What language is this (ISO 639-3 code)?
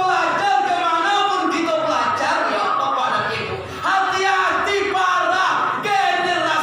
min